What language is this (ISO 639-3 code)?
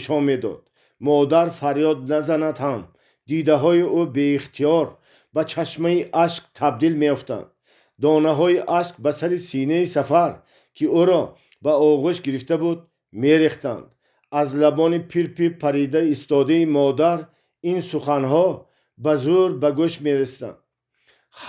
tgk